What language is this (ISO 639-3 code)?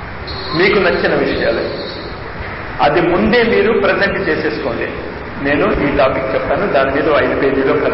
tel